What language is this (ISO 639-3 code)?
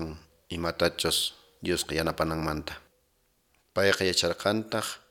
que